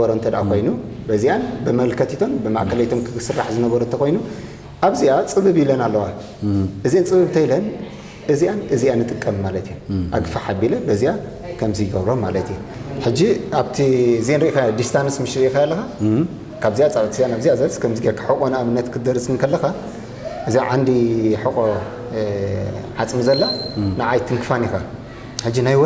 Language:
Tigrinya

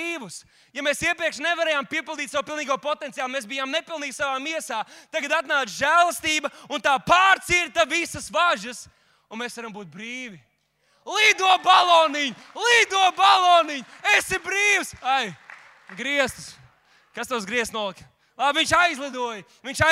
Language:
Latvian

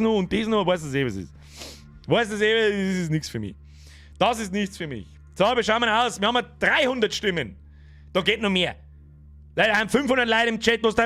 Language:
Bavarian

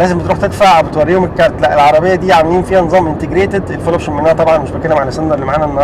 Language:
Egyptian Arabic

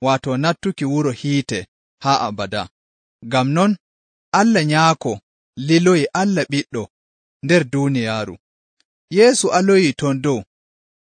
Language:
Nigerian Fulfulde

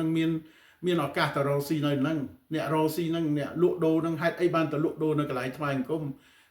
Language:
Khmer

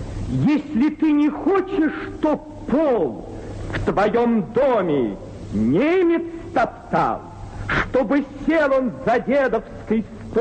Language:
Russian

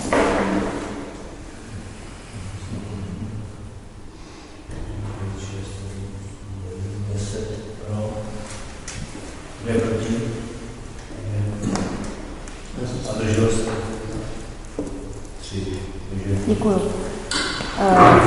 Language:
Czech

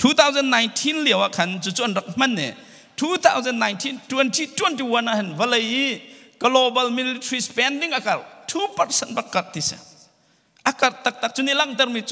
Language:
Hakha Chin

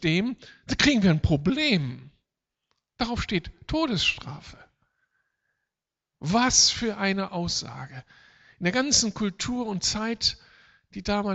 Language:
German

